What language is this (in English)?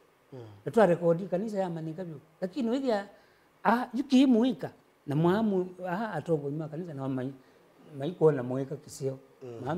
Kamba